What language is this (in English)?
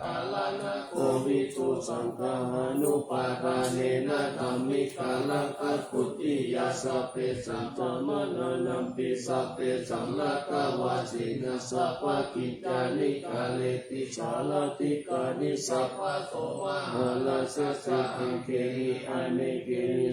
Pali